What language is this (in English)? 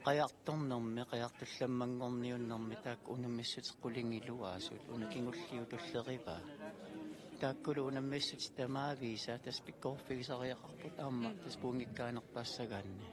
Kalaallisut